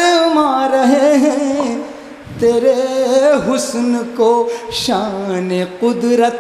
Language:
Urdu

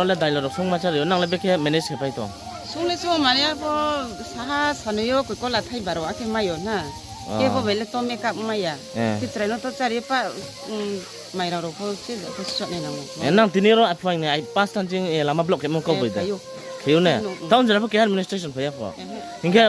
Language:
Riang (India)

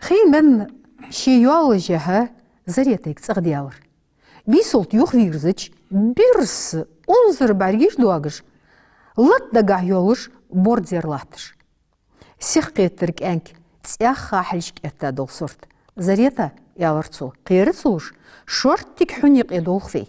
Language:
Ingush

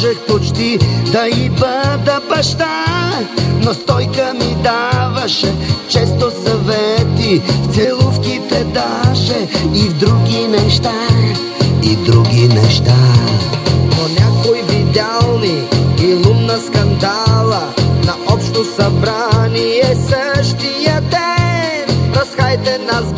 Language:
Bulgarian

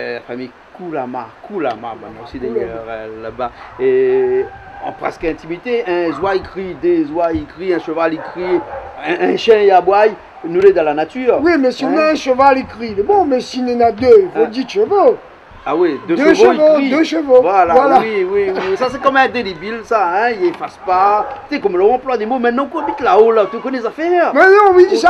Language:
Réunion Creole French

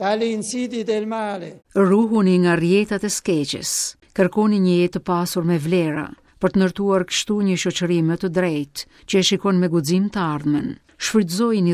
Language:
Albanian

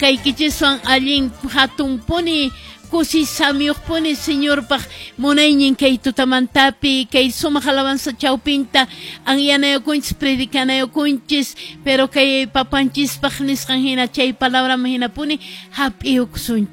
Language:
Quechua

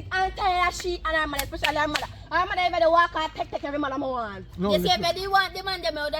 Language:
Jamaican Creole English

